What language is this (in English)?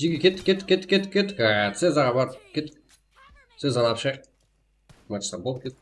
Kara-Kalpak